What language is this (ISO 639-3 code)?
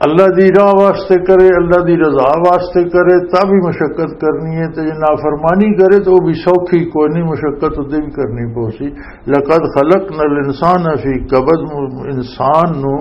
lah